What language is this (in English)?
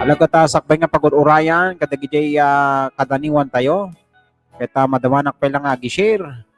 Iloko